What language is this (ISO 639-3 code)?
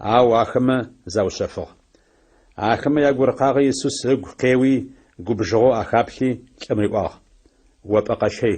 ady